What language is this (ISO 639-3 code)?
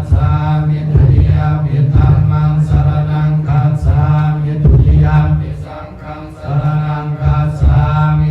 pli